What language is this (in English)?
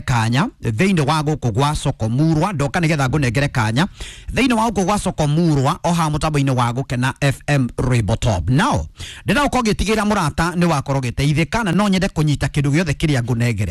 Kikuyu